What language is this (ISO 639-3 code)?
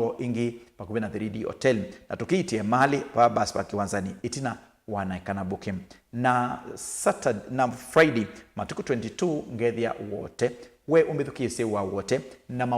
kam